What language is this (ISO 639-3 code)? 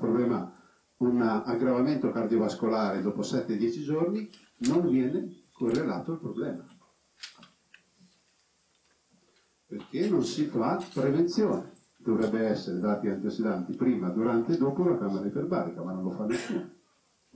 ita